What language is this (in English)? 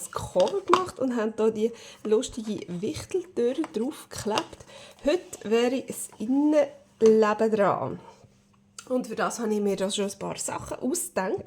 Swiss German